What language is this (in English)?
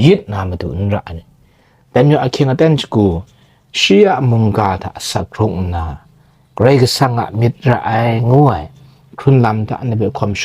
Kachin